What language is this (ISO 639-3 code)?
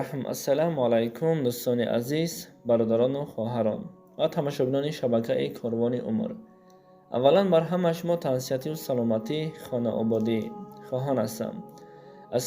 tgk